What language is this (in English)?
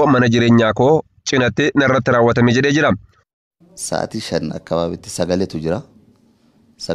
Oromo